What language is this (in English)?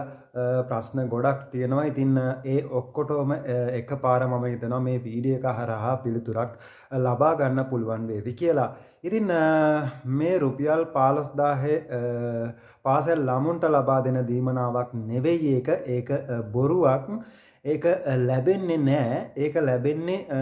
Sinhala